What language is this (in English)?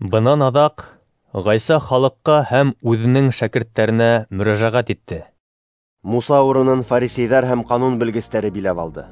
Bashkir